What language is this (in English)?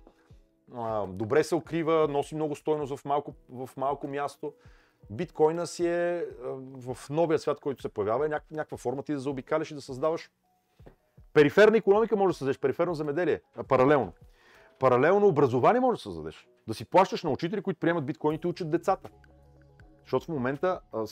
Bulgarian